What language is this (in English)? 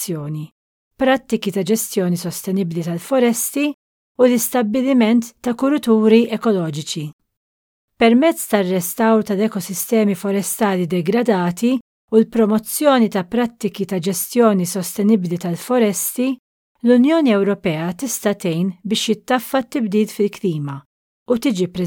Maltese